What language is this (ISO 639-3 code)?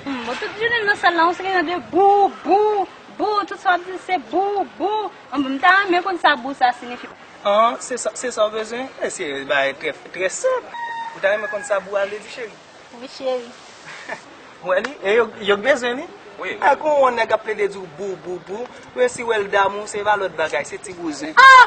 hat